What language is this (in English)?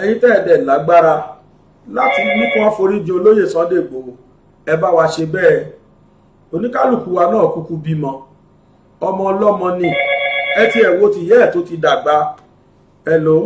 Yoruba